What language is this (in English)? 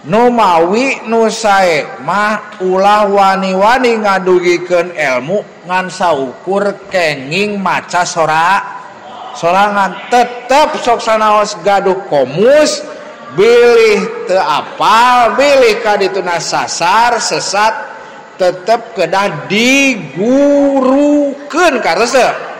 Sundanese